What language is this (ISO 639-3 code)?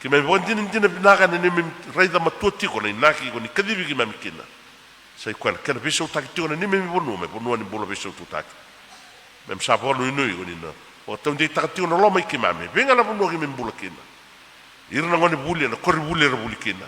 fij